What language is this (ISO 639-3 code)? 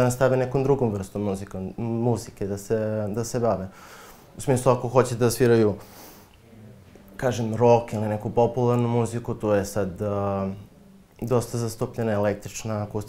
srp